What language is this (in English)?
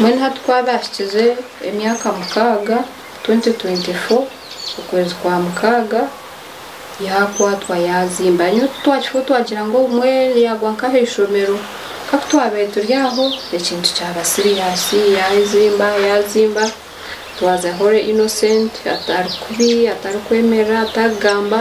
Nyankole